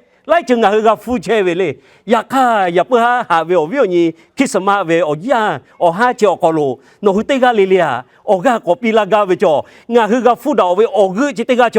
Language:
Lahu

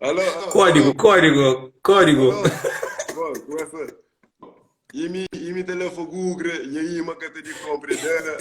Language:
Kabuverdianu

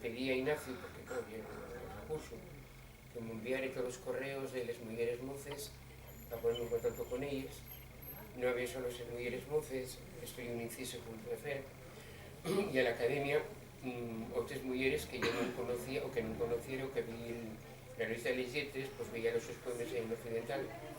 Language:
Asturian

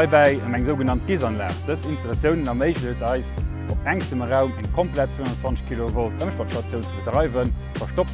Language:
Luxembourgish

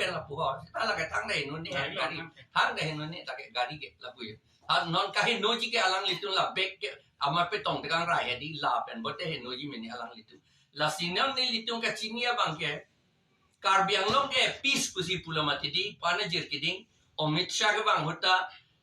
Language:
Karbi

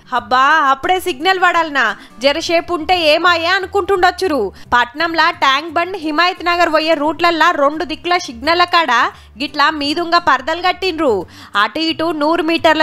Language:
Telugu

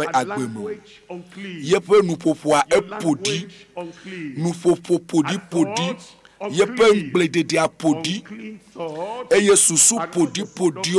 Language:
Ewe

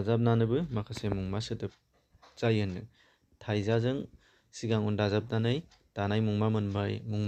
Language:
Bodo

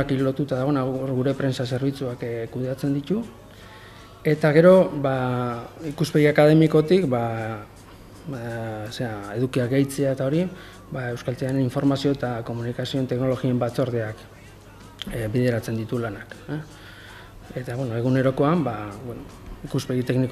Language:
Basque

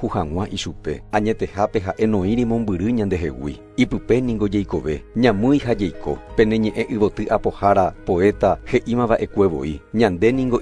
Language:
Guarani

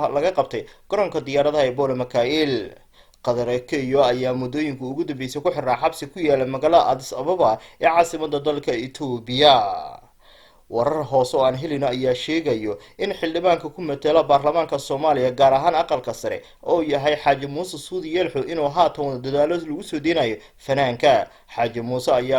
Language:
Somali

